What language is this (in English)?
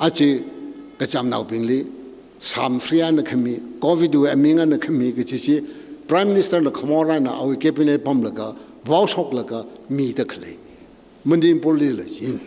Tangkhul Naga (India)